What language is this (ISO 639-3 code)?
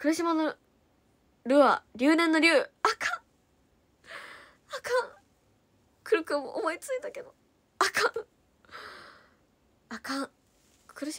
jpn